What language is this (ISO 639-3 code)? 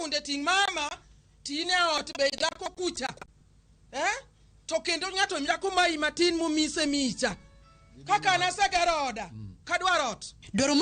luo